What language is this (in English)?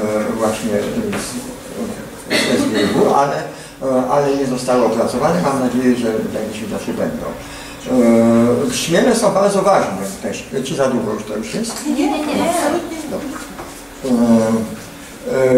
Polish